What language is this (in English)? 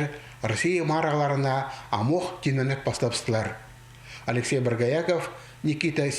Khakas